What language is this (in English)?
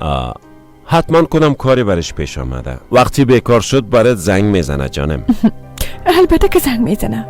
Persian